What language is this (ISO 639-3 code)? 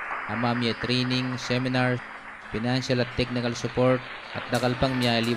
pam